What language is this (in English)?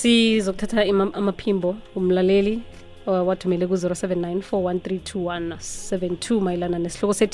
South Ndebele